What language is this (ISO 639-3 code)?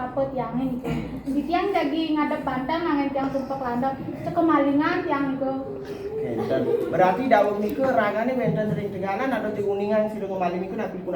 ban